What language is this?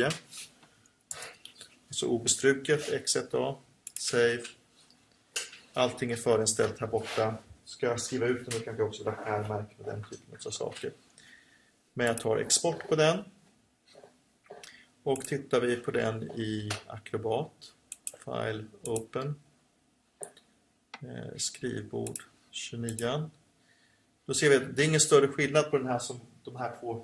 Swedish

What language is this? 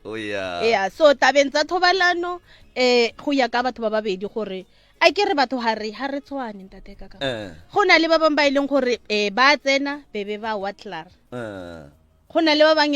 Northern Sotho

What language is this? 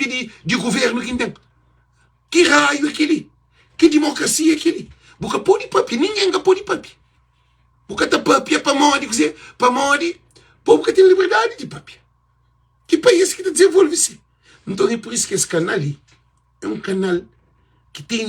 Kabuverdianu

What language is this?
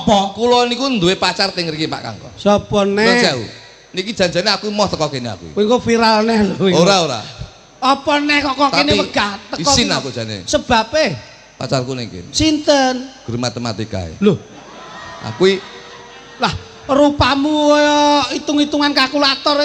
Javanese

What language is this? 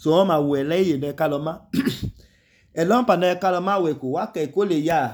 Idoma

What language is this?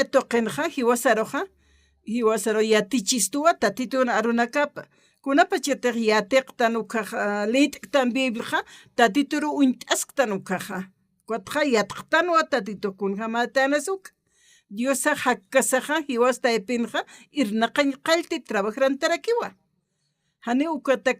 Aymara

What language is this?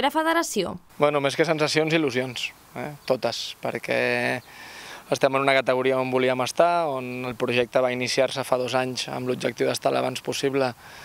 Catalan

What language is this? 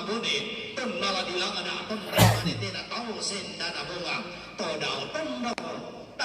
Toraja-Sa'dan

